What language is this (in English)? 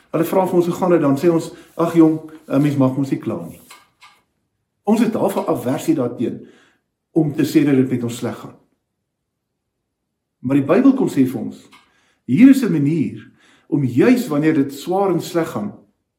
Afrikaans